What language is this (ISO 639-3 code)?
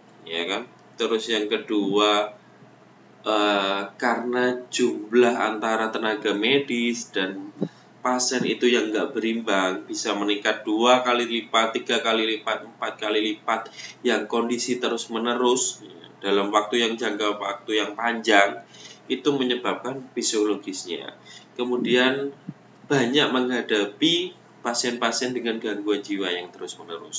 ind